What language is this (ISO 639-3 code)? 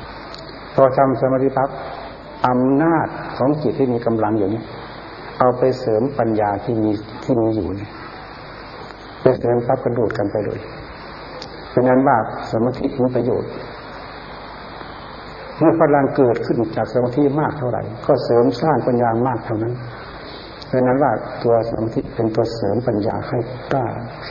tha